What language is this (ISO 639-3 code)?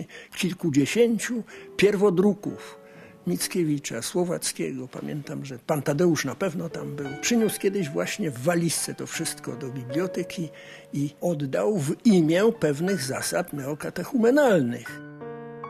pol